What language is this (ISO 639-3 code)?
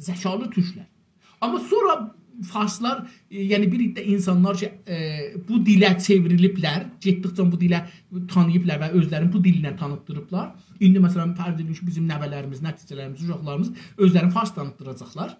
azb